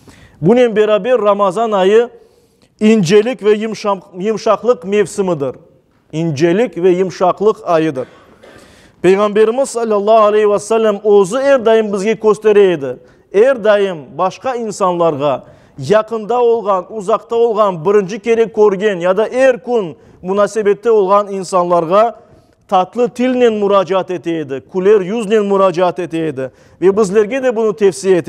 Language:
Crimean Tatar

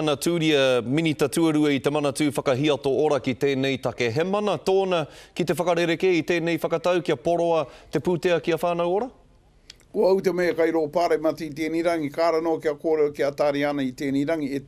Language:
Māori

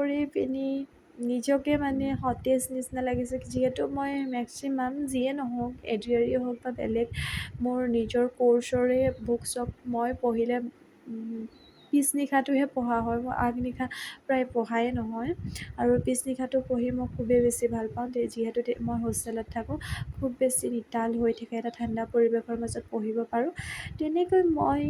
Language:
Assamese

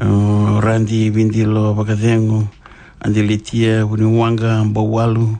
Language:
Fijian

